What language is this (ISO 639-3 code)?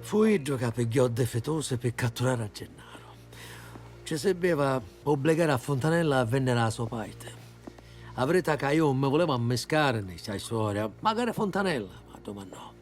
scn